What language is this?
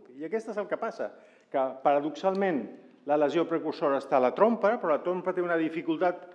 Catalan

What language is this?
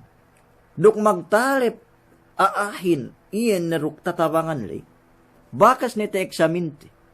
Yakan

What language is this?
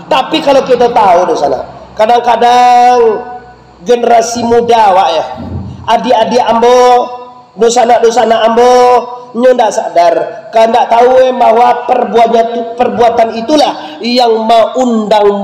Minangkabau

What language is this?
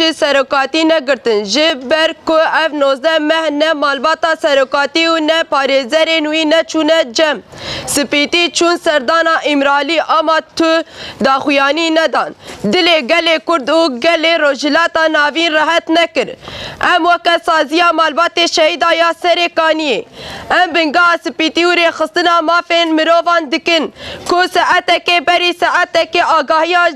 Kurdish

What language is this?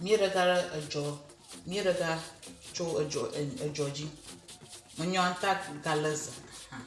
Ewe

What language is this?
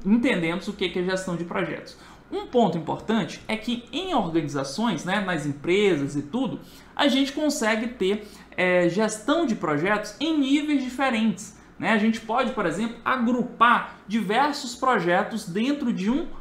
Portuguese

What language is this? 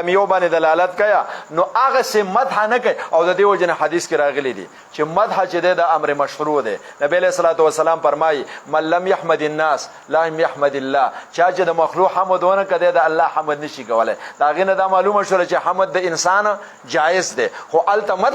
Pashto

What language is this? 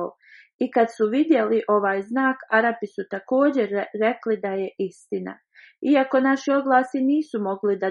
Bosnian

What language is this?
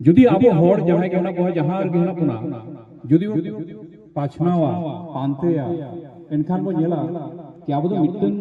Santali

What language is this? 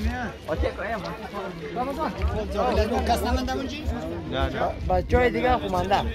Persian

